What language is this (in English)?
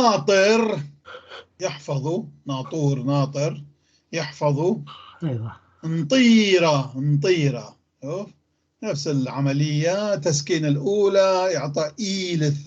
North Levantine Arabic